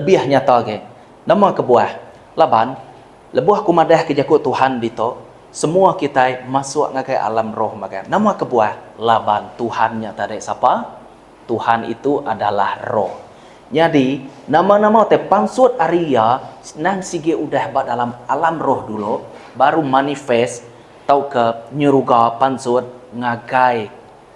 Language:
Iban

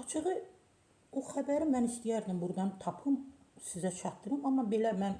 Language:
Azerbaijani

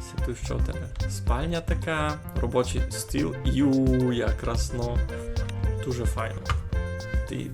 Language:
Rusyn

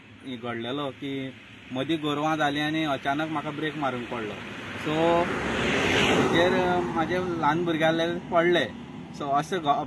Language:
Konkani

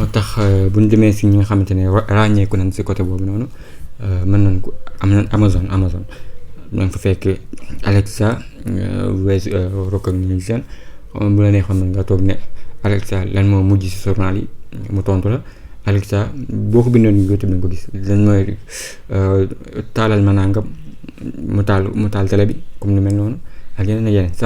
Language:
Wolof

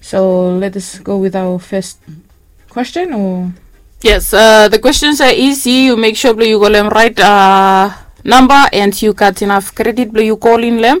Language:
Bislama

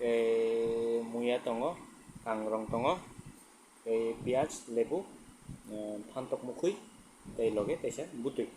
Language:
Kok Borok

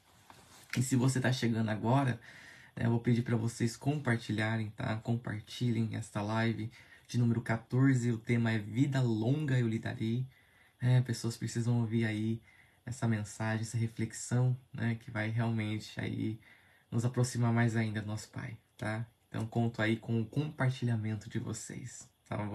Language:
Portuguese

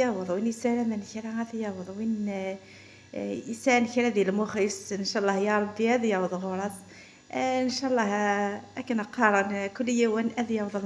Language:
Kabyle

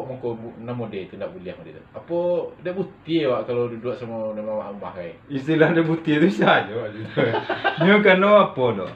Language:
Minangkabau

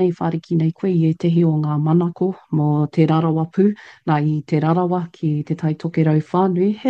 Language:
Māori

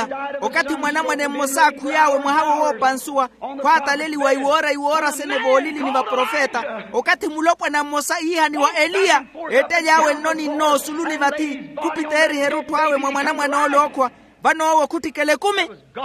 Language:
Makhuwa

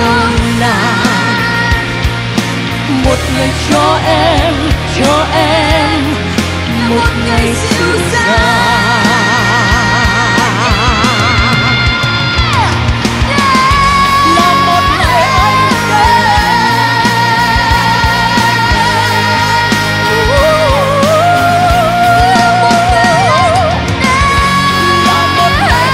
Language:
Vietnamese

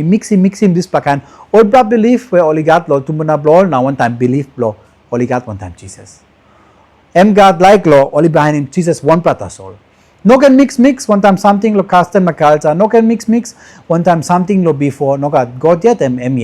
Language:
Tok Pisin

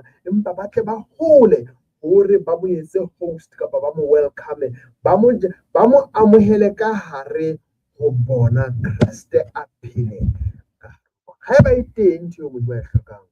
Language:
Southern Sotho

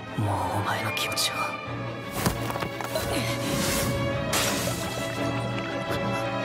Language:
Japanese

